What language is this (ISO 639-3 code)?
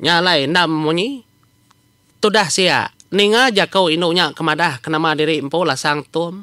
iba